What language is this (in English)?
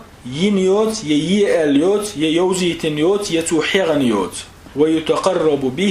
Chechen